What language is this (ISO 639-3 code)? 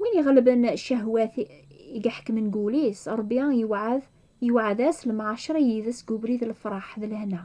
kab